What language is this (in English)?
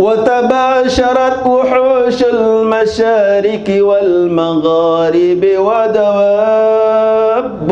Sasak